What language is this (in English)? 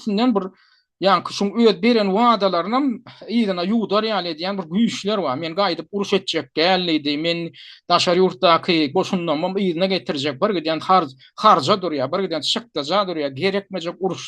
Turkmen